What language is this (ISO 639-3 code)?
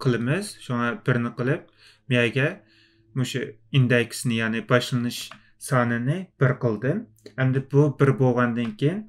uig